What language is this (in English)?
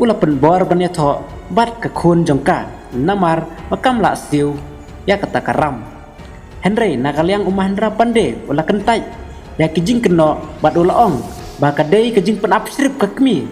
Khasi